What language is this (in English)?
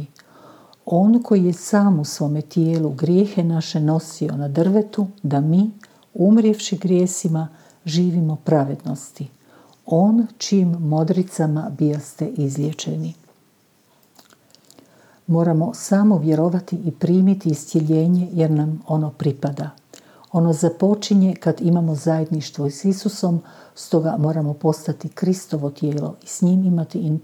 Croatian